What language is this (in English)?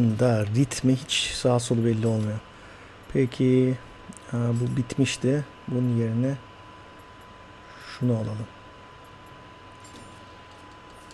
Turkish